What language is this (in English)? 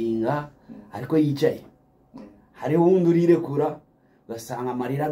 Kinyarwanda